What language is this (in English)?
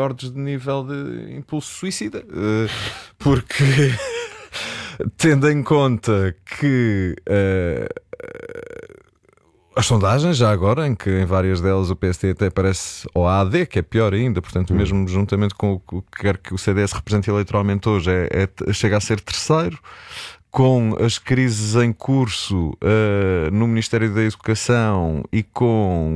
Portuguese